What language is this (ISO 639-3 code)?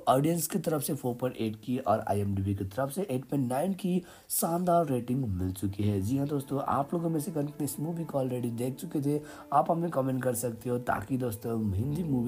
hin